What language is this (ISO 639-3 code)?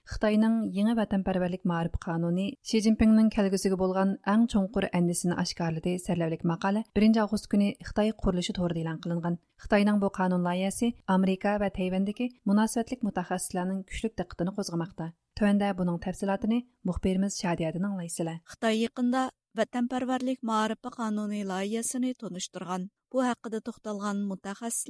uig